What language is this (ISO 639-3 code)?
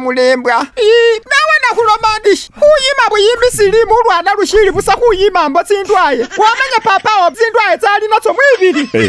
myx